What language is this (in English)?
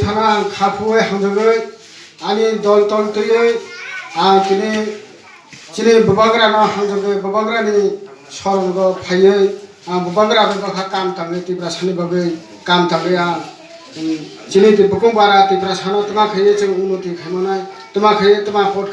Kok Borok